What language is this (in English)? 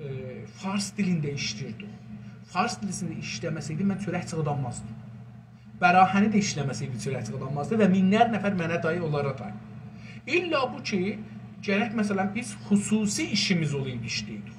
South Azerbaijani